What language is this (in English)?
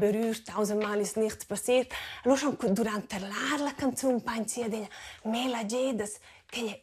Romansh